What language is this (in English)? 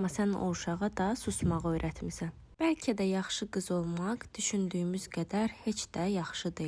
Azerbaijani